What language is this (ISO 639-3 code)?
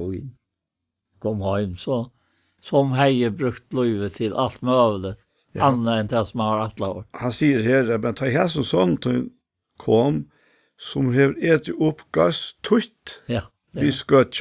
fao